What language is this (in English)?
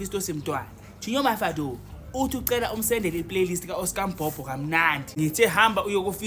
Zulu